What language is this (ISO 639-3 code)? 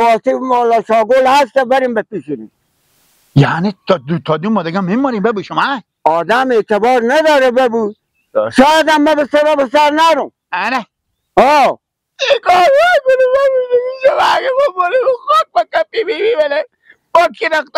fas